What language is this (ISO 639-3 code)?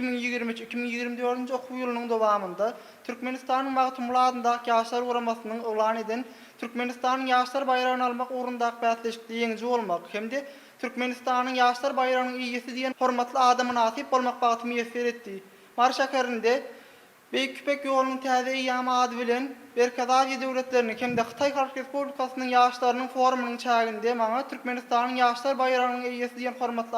tuk